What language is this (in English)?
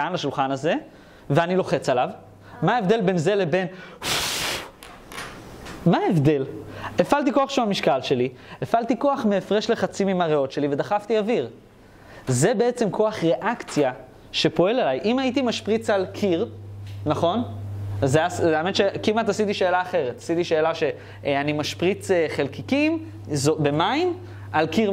Hebrew